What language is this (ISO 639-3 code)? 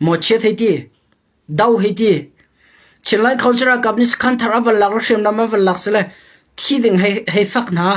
cnh